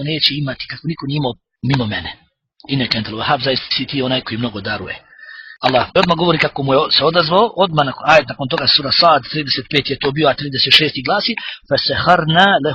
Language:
Bosnian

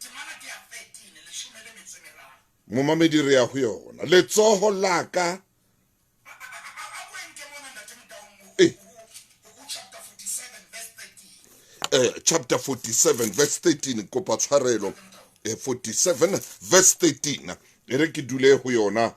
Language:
Southern Sotho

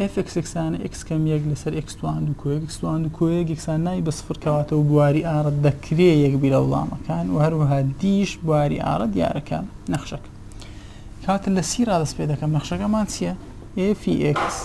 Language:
Central Kurdish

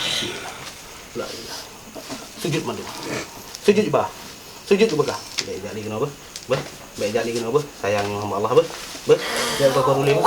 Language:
Achinese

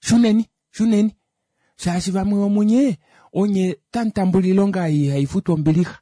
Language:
Kuanyama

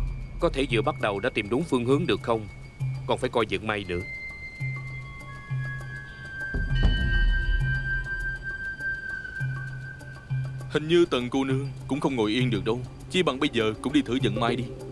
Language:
Vietnamese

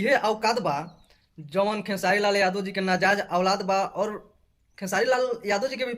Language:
Bhojpuri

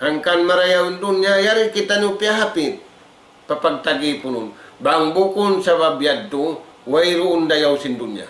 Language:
Tausug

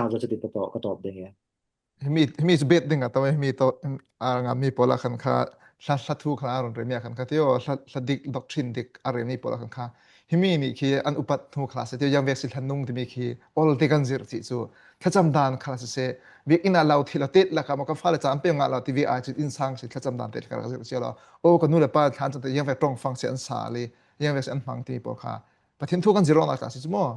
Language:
Falam Chin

